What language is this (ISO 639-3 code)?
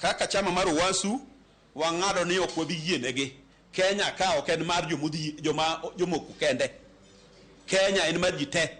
luo